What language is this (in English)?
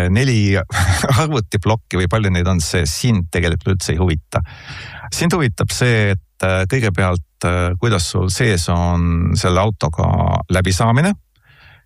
Estonian